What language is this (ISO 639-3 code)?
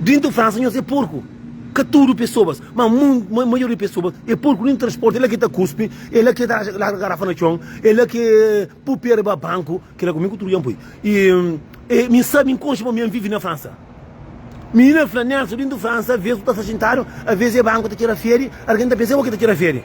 kea